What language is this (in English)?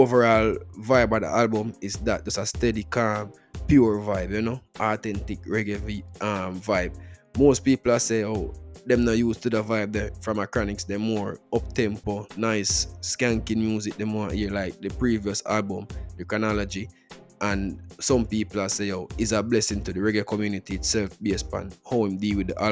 Jamaican Creole English